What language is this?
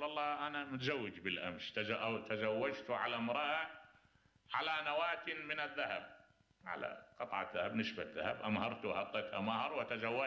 Mesopotamian Arabic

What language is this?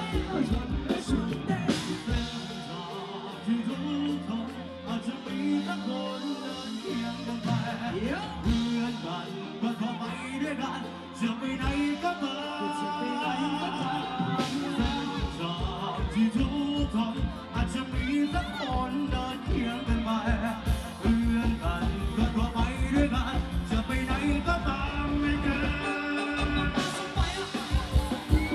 Thai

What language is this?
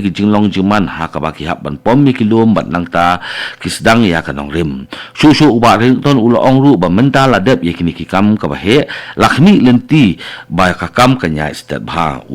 Khasi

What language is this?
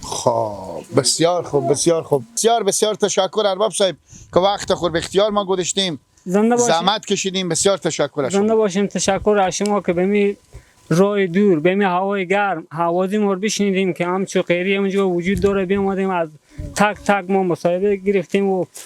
Persian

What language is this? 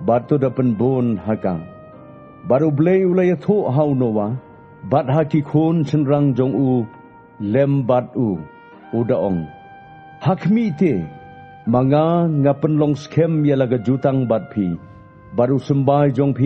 Khasi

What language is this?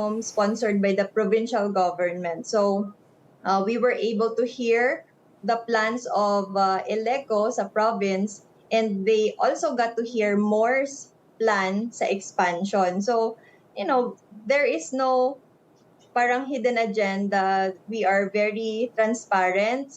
Hiligaynon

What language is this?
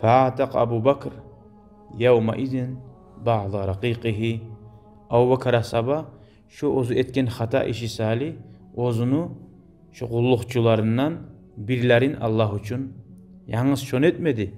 Kumyk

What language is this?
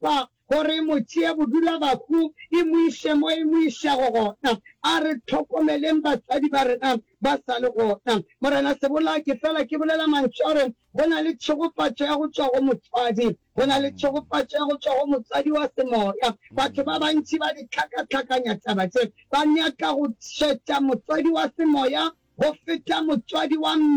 Northern Sotho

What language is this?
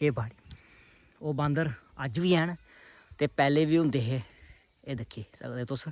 Dogri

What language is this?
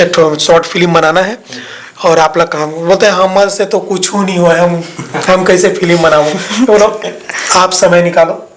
Chhattisgarhi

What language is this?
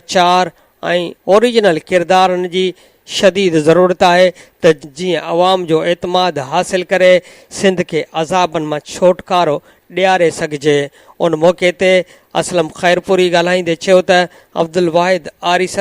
Sindhi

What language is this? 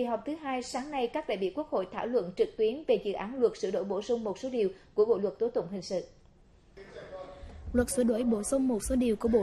Vietnamese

